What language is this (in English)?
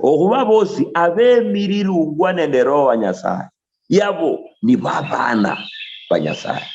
Luyia